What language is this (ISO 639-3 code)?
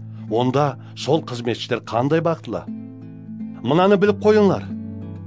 kaa